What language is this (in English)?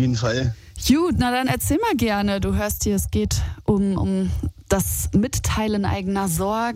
German